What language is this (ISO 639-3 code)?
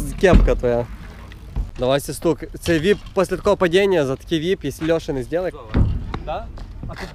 ukr